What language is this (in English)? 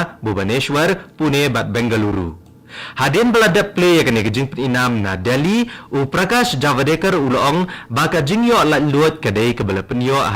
Khasi